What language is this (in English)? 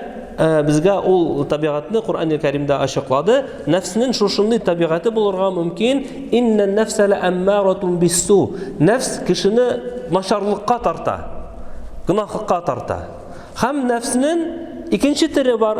Tatar